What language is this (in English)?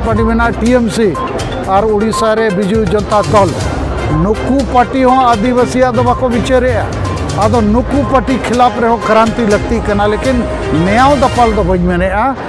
Santali